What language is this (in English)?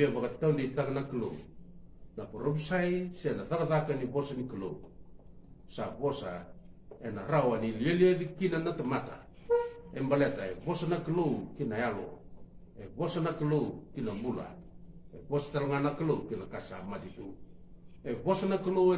Fijian